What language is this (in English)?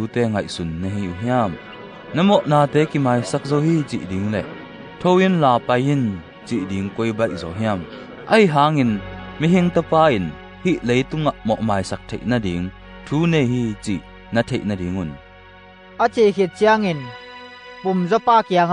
Tedim Chin